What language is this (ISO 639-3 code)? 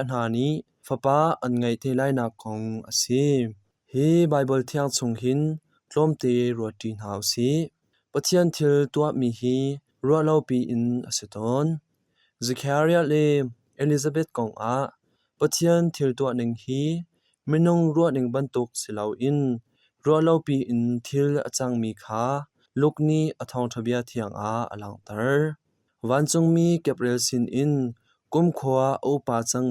cnh